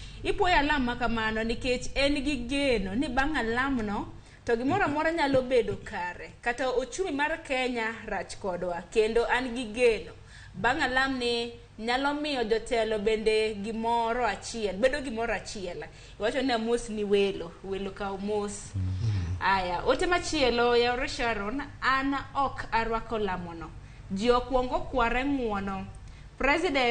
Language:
Luo (Kenya and Tanzania)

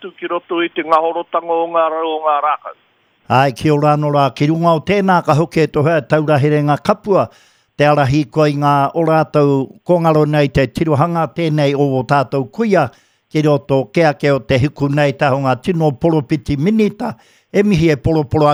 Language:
Māori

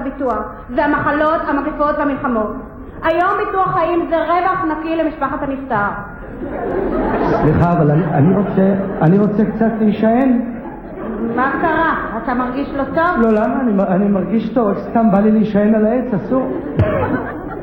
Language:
Hebrew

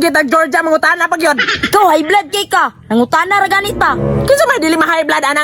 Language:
Cebuano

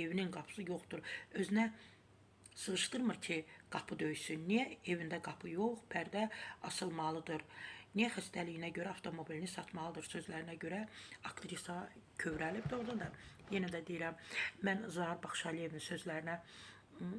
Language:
Azerbaijani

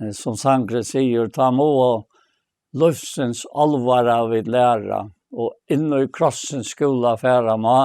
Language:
Faroese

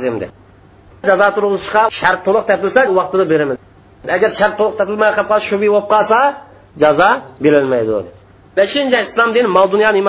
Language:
Uyghur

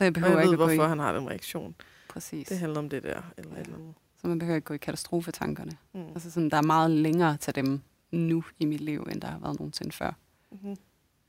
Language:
Danish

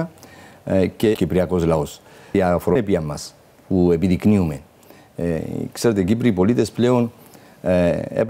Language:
Greek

